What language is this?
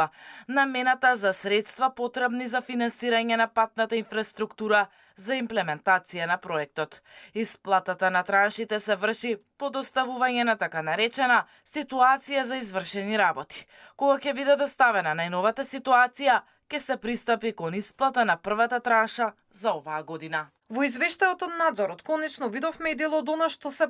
Macedonian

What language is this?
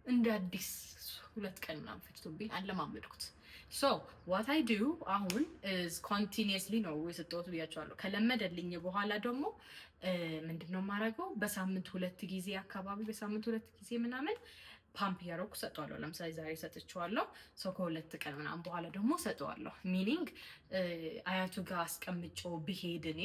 Amharic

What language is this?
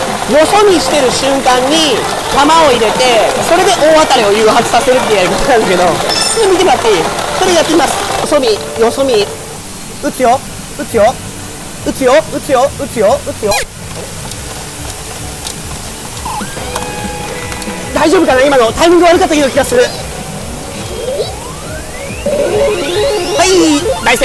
Japanese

